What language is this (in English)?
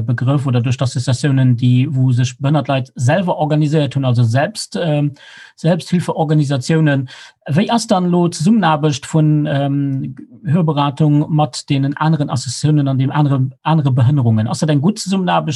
Luxembourgish